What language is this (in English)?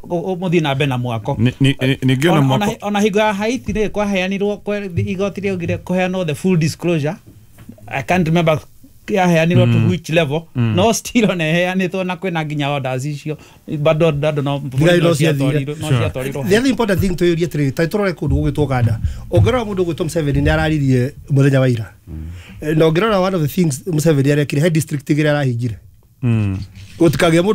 Kikuyu